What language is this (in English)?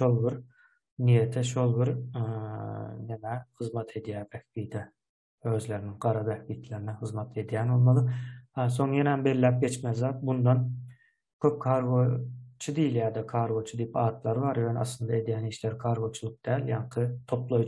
Turkmen